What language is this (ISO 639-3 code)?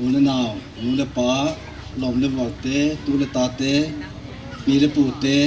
pck